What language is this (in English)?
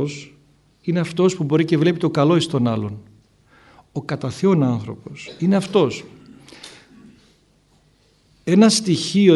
Greek